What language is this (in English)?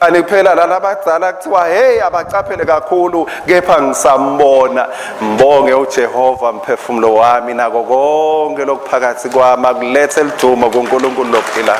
Swati